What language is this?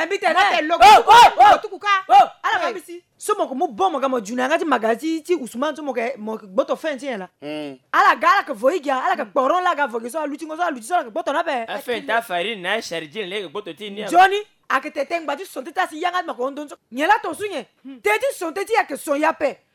Sango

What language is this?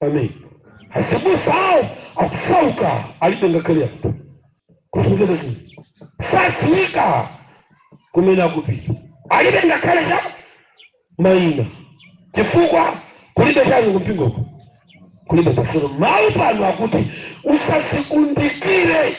Nyanja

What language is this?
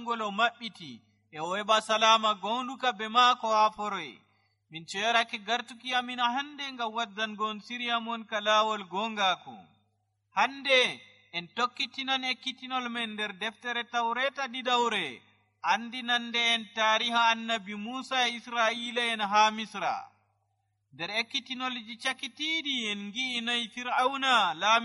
Nigerian Fulfulde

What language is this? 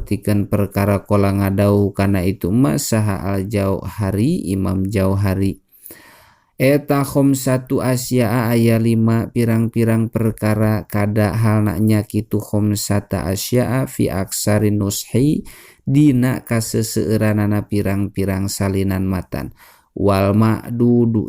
Sundanese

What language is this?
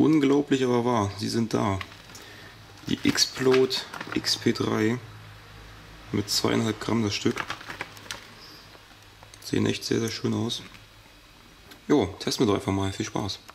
German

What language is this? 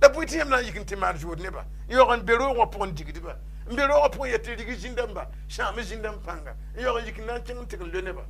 Mossi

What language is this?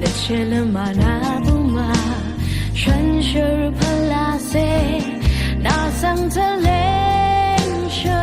Rawang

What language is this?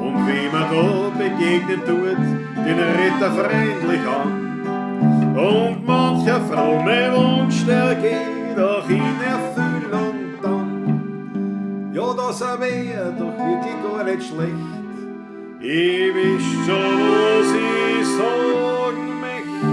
Bavarian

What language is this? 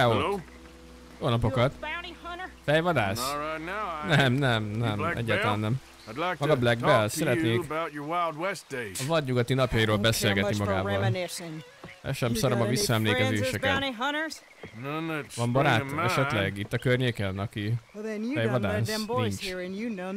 Hungarian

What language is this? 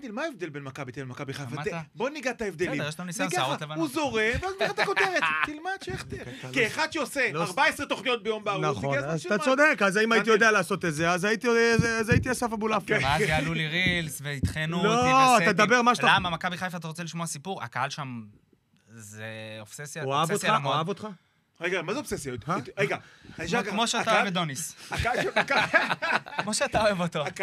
Hebrew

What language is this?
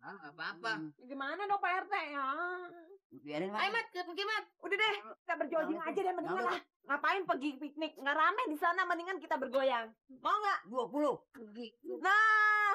Betawi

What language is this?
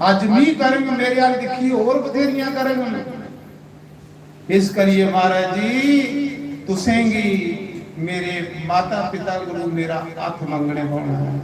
Dogri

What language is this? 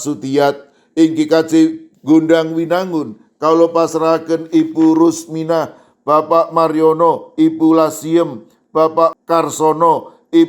Javanese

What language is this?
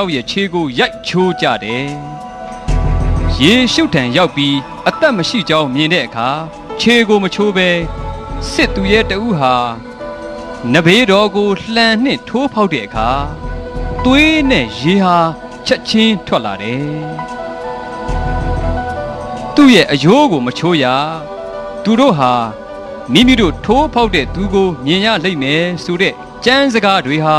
Burmese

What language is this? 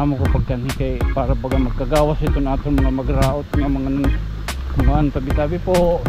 Waray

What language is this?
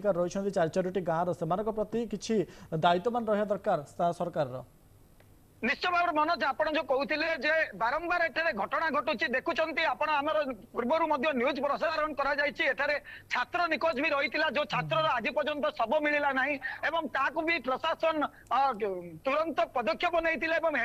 Odia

